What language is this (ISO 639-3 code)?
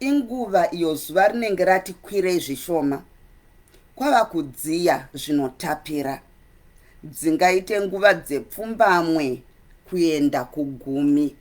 sna